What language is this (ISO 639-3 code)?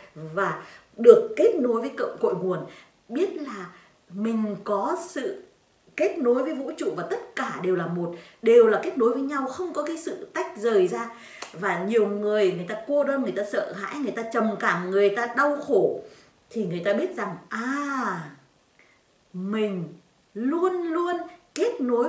vie